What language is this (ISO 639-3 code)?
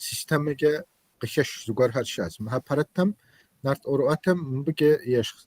kbd